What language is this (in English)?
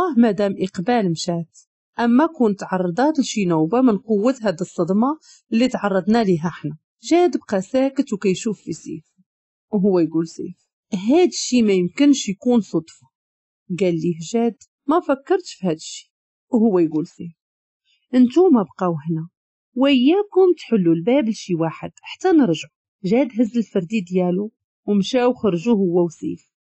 Moroccan Arabic